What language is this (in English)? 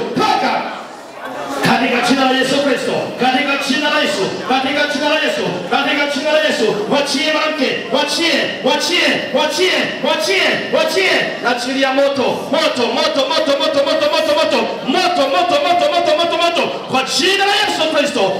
Swahili